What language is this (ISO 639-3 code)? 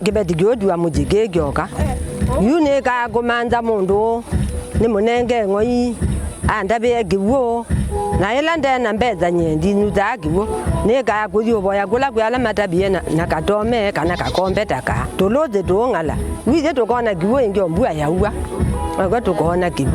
kam